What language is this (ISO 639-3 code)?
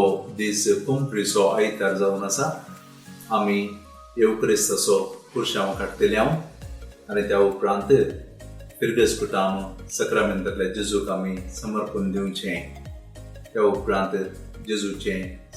kok